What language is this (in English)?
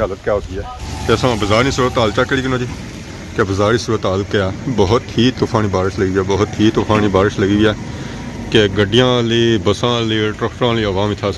Pahari-Potwari